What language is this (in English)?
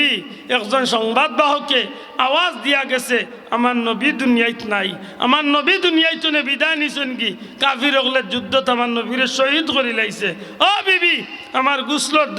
Sylheti